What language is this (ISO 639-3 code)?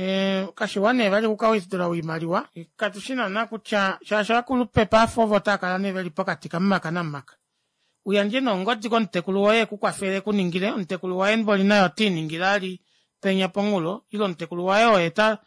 kua